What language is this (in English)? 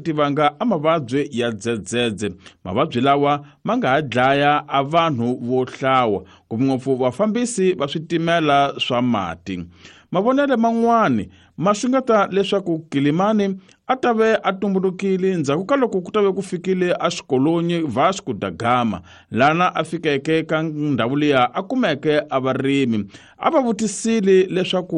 Tsonga